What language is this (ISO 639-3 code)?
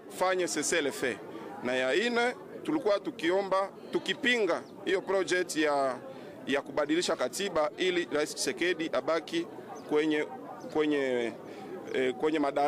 swa